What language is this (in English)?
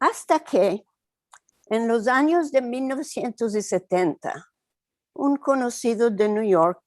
Ladino